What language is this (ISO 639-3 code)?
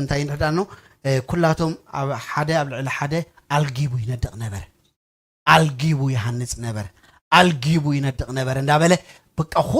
tir